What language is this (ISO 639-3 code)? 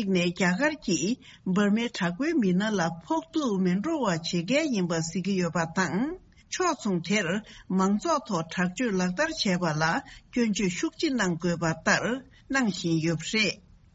bod